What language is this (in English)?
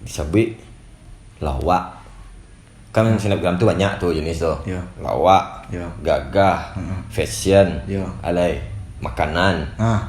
Minangkabau